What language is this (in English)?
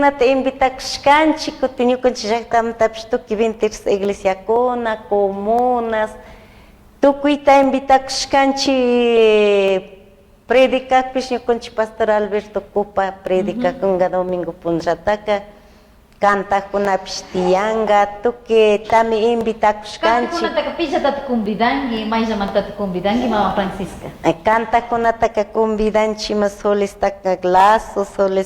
Chimborazo Highland Quichua